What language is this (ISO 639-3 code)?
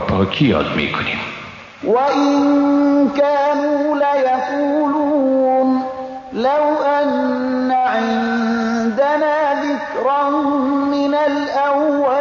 fas